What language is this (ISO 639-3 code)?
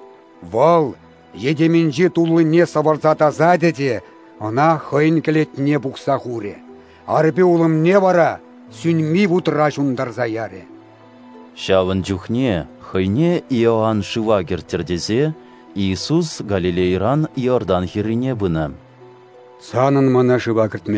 chv